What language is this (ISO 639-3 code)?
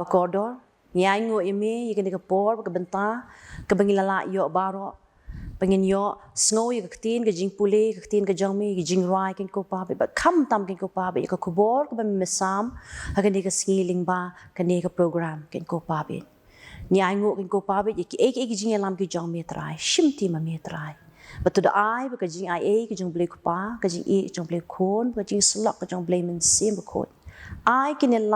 kha